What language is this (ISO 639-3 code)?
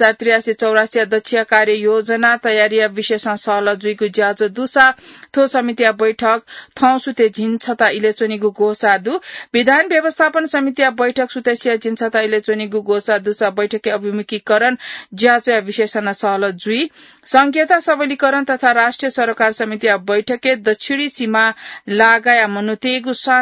new